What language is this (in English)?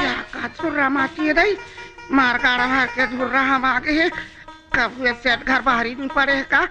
Chhattisgarhi